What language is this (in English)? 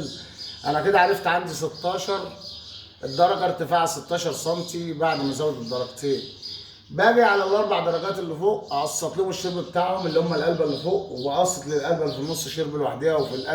Egyptian Arabic